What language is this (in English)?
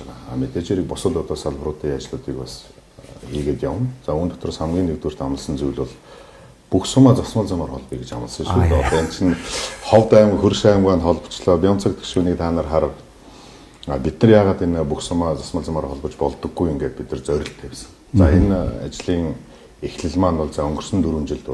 Mongolian